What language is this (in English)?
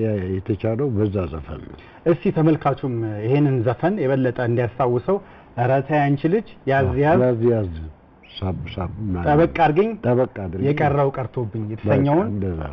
Amharic